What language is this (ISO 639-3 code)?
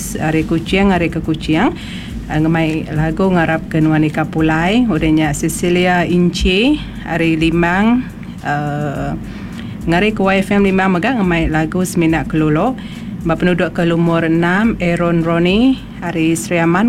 iba